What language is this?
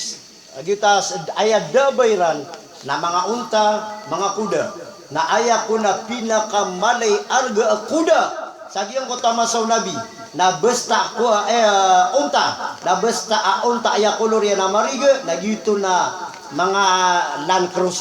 Maranao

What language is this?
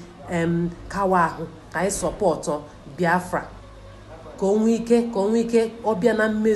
Igbo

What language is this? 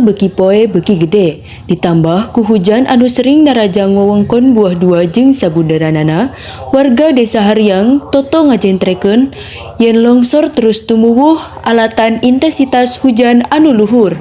Sundanese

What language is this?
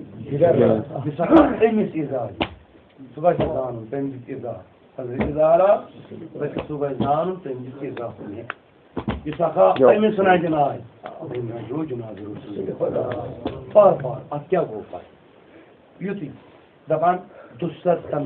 Kashmiri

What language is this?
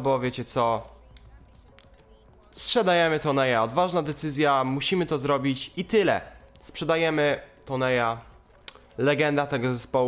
Polish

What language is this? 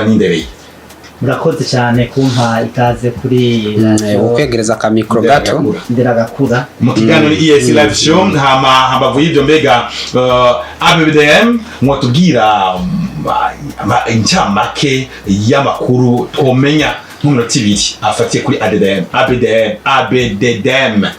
Rundi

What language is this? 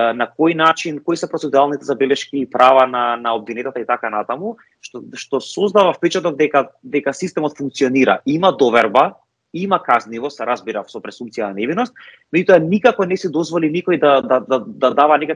Macedonian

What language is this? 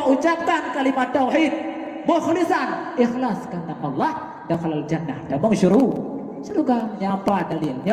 Achinese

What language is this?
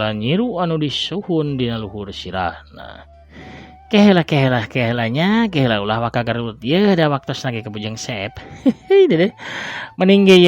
Sundanese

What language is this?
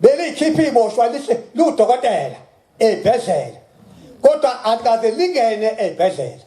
Zulu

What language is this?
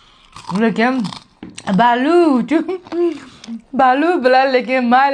Uzbek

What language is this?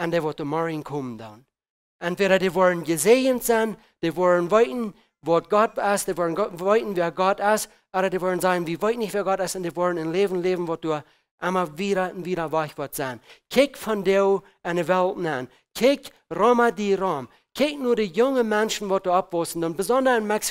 Plautdietsch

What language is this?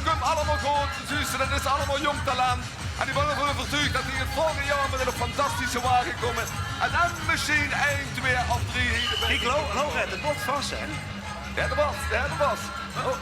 Limburgish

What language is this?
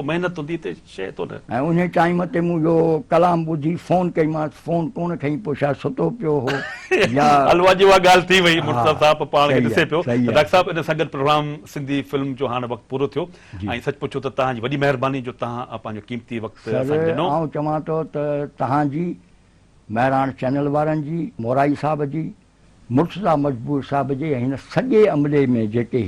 Sindhi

